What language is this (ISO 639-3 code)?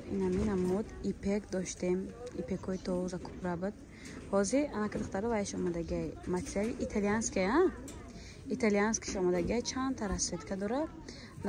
tgk